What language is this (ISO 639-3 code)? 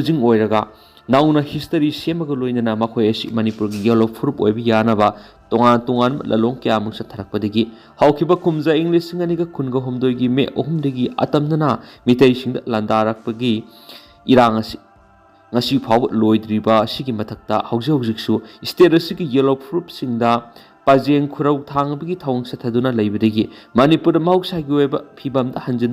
mni